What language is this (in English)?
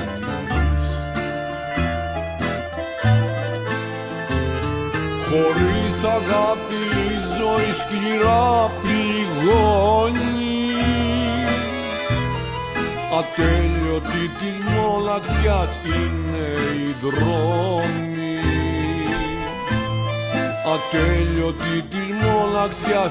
Greek